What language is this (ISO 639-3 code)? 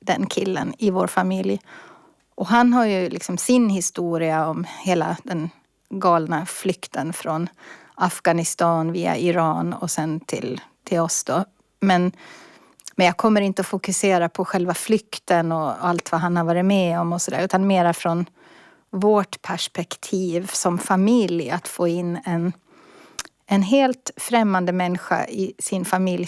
swe